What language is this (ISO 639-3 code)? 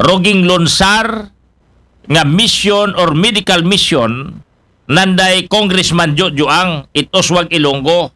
akl